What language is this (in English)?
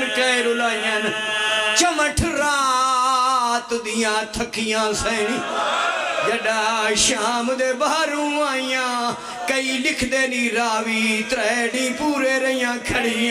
Pahari-Potwari